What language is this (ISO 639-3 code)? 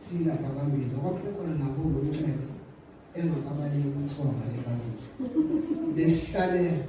zul